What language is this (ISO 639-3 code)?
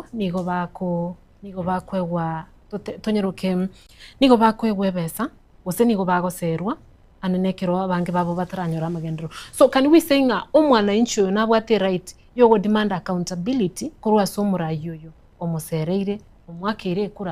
guz